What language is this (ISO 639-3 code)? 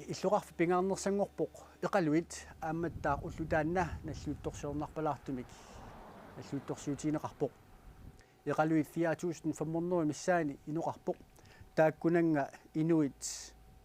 kal